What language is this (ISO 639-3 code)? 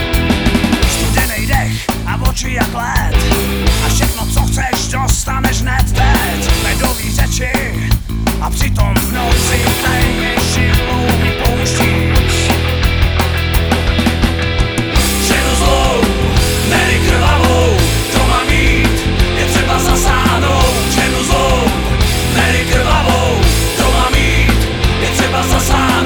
ces